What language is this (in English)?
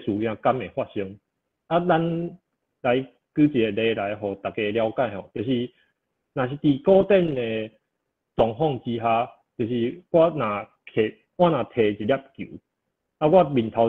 Min Nan Chinese